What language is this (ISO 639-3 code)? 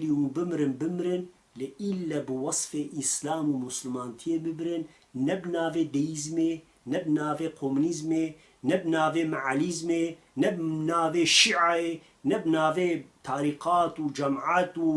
kur